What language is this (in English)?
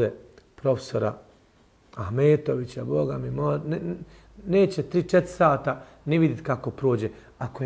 Bosnian